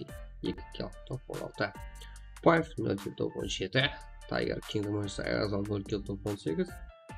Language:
Kara-Kalpak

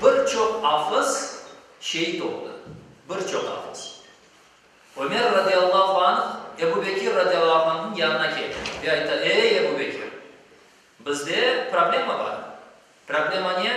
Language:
Crimean Tatar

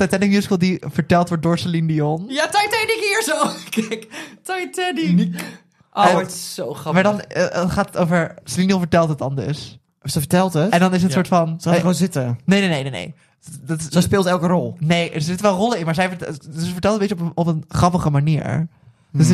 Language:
Dutch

